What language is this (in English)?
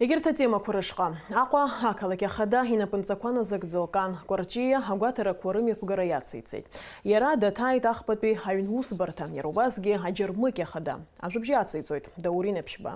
Abkhazian